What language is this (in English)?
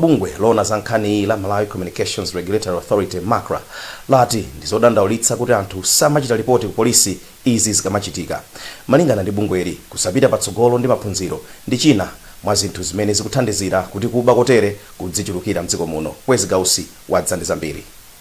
Nyanja